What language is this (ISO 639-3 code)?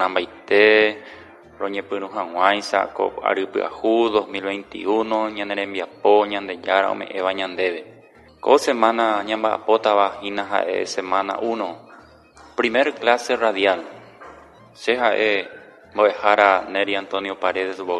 grn